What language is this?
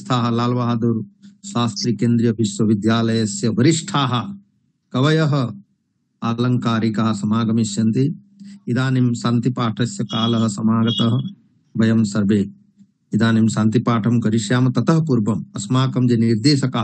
Sanskrit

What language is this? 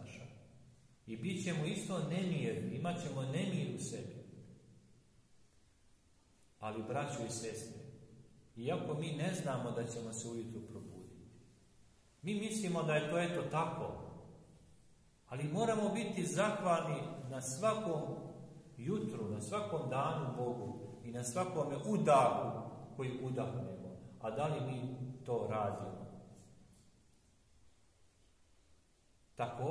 Serbian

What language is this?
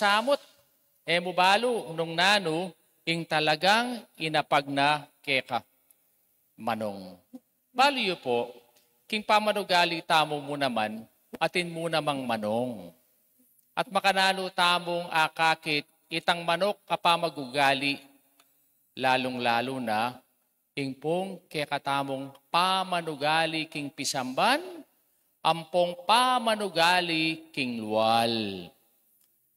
Pampanga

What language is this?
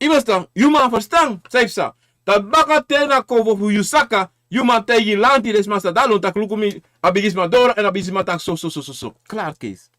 Sranan Tongo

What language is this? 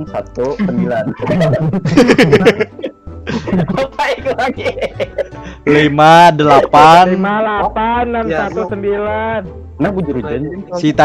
Banjar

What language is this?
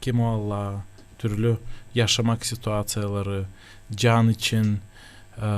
Gagauz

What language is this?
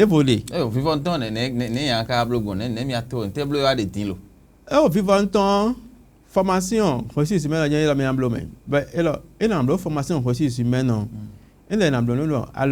Fon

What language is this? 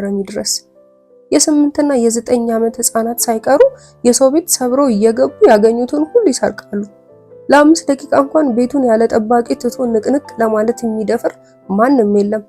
Amharic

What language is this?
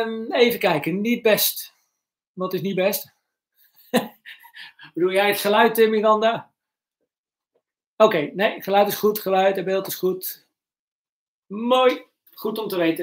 Dutch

